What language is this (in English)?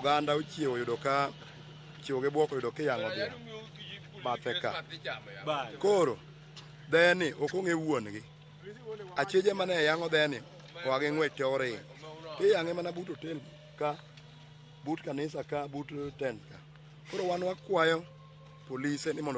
Luo (Kenya and Tanzania)